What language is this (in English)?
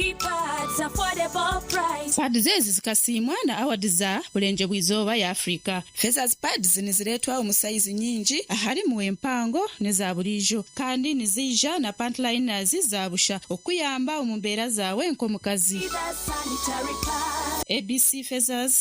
Nyankole